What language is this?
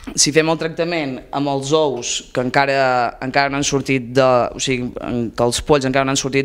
Catalan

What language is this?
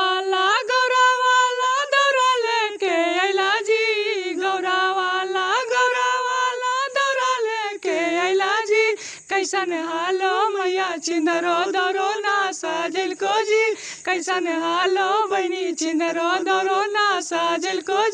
Magahi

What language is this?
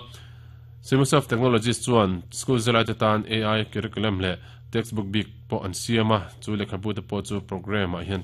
Mizo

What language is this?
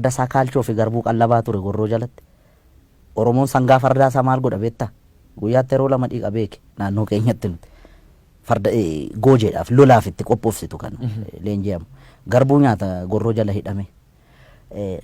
Oromo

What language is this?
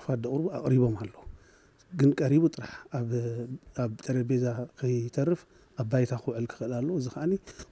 Tigrinya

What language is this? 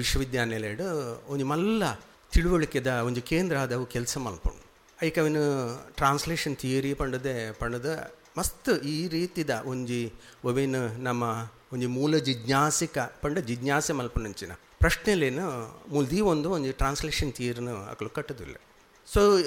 Tulu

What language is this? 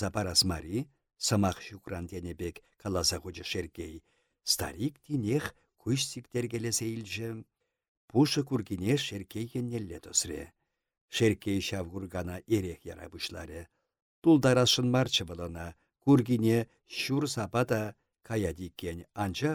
Chuvash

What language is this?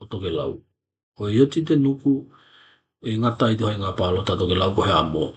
Tokelau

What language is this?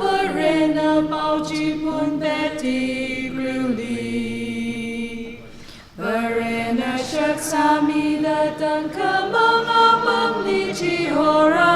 Tangkhul Naga (India)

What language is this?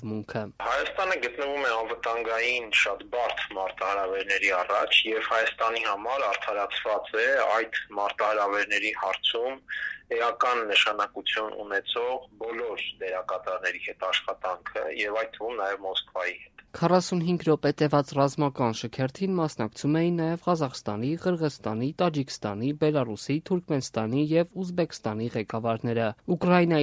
Armenian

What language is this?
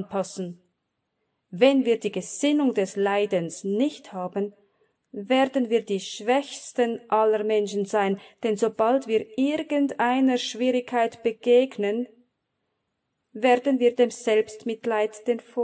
German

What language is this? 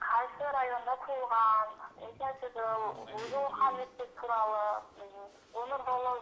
Kara-Kalpak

